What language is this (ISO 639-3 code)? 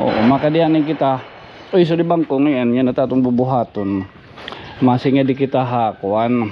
war